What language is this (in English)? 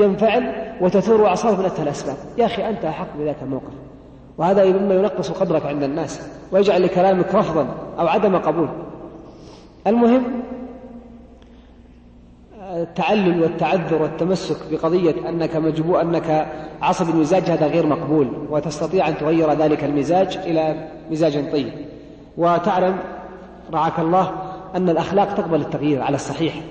Arabic